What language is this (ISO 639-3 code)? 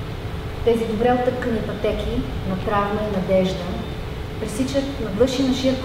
bul